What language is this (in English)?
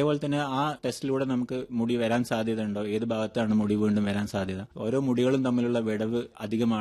Malayalam